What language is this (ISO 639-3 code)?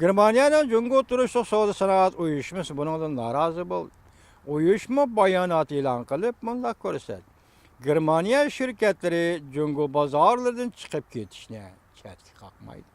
uig